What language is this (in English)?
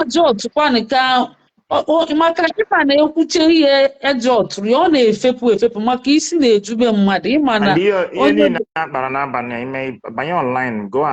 Igbo